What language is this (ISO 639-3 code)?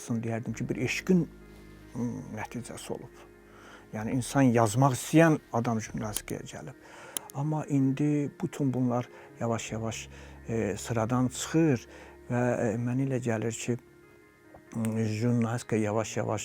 aze